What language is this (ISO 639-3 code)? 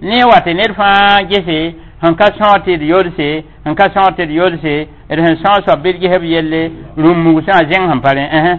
mos